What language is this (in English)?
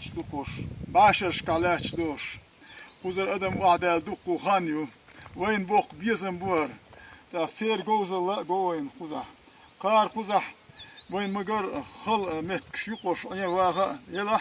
Chechen